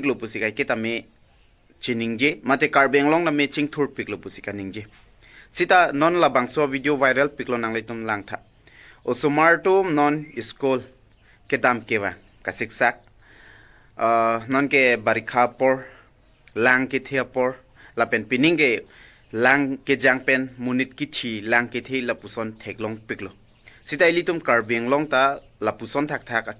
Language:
Karbi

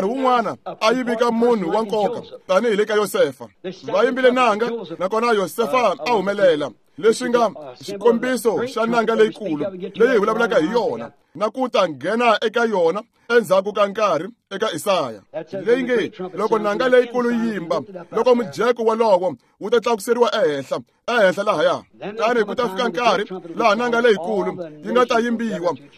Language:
Tsonga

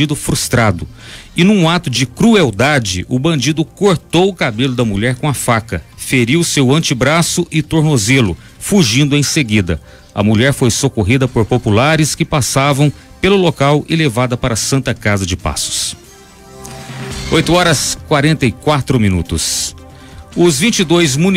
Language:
Portuguese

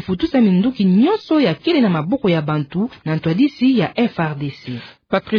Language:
Kituba (Democratic Republic of Congo)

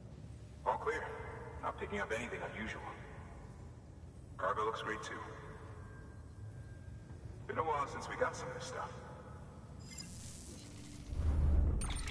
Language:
English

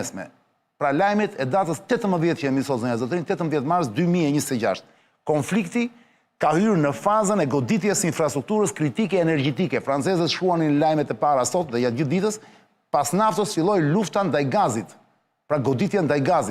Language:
Albanian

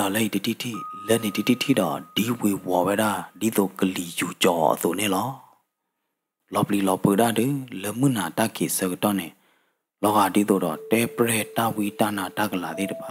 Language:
S'gaw Karen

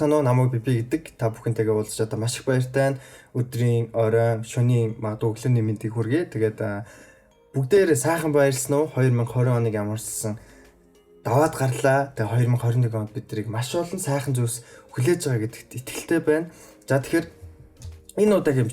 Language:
Mongolian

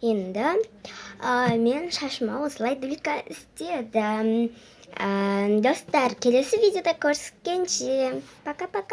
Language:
Kazakh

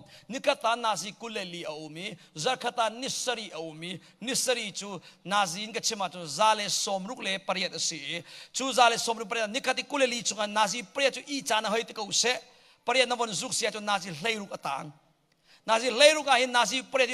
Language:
Hakha Chin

